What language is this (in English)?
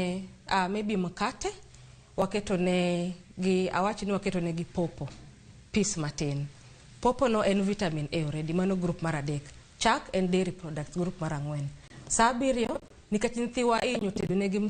Luo (Kenya and Tanzania)